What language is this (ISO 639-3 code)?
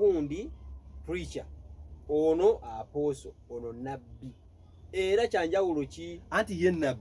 lug